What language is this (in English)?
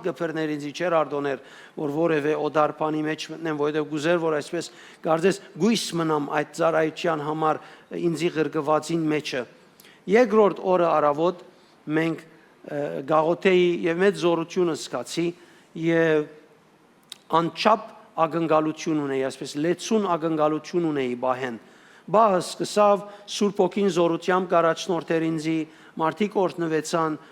Western Armenian